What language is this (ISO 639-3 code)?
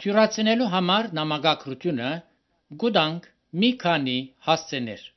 hye